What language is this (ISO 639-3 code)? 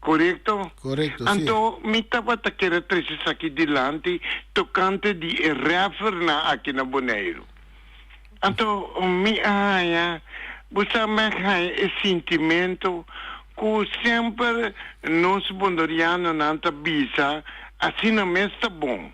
pap